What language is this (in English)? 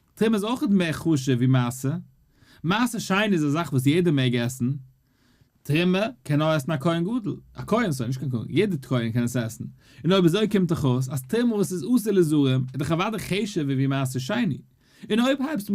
Yiddish